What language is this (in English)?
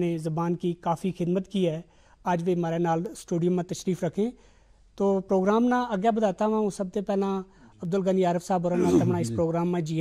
Gujari